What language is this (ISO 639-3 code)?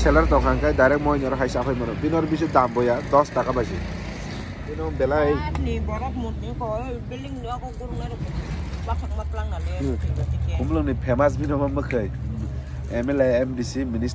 trp